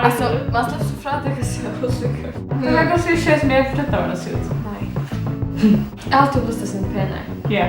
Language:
Faroese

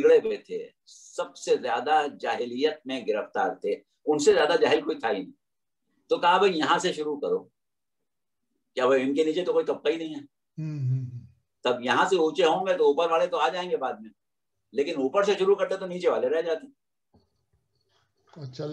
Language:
Urdu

